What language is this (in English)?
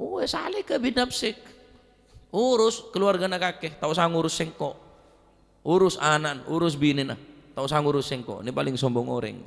Madurese